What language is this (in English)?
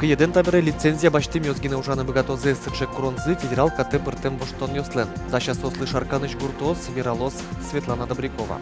Udmurt